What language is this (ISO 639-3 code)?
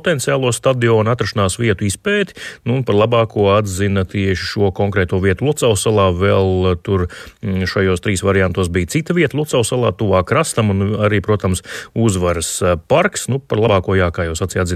lav